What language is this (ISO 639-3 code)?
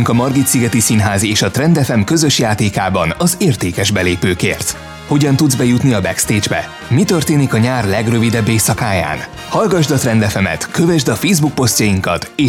hun